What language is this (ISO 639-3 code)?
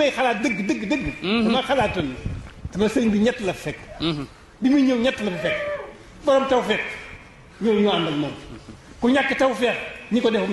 wol